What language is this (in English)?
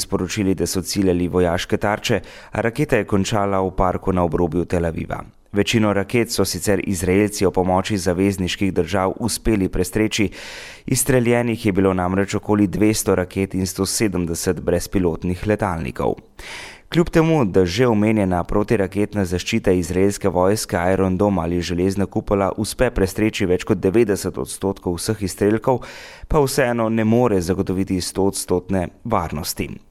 Slovenian